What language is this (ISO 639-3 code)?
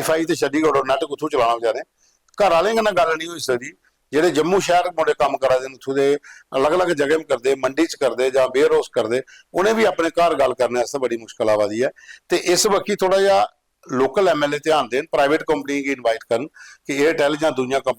doi